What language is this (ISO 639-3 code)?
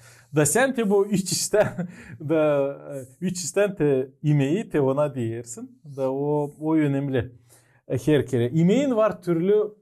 gag